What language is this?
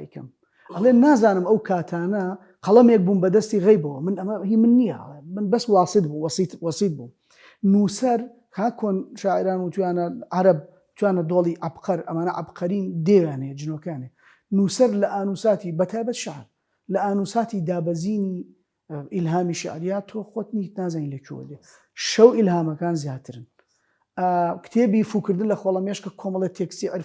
Central Kurdish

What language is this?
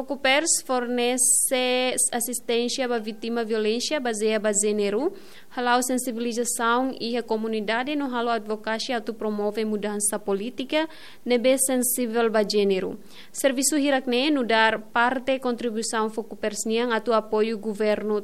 Tetum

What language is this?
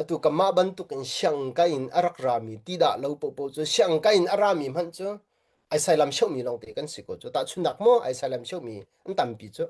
Hakha Chin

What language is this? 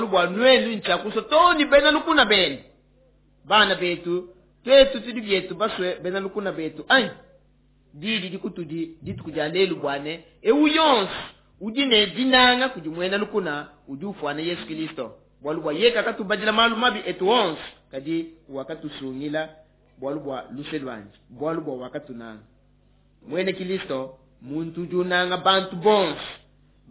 Luba-Lulua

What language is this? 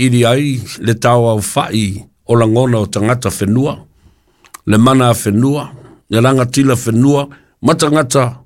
Samoan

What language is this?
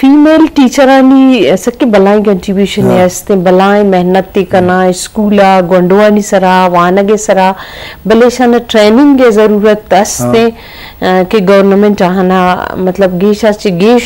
Eastern Balochi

